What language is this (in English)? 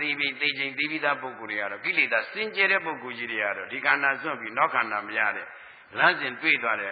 Burmese